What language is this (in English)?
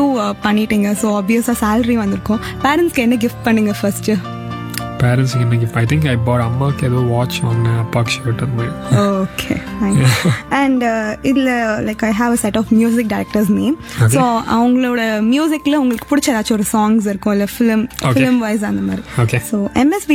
Tamil